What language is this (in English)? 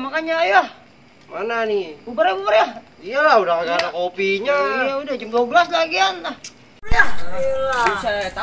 Betawi